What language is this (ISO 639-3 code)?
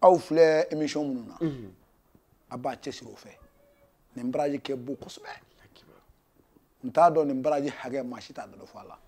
bam